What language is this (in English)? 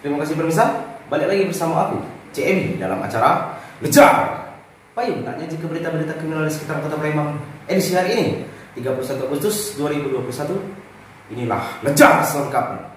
Musi